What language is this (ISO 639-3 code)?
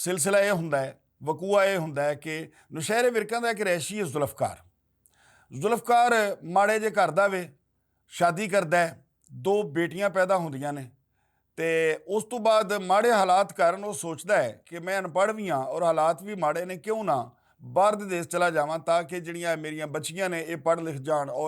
lah